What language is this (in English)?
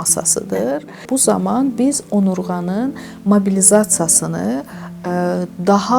Azerbaijani